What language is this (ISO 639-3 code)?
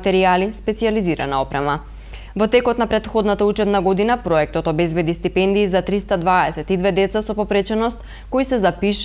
mkd